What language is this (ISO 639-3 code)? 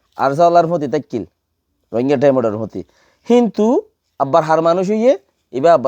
rhg